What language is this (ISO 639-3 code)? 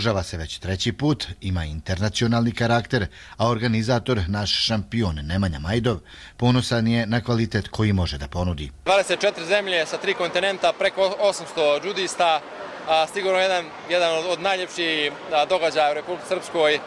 srp